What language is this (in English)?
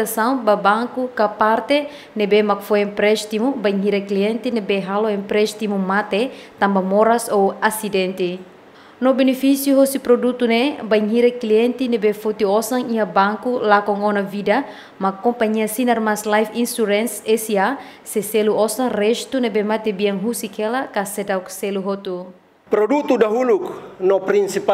Tetum